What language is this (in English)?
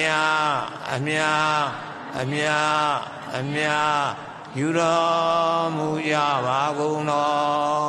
Burmese